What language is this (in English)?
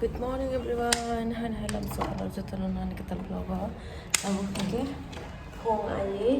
Kok Borok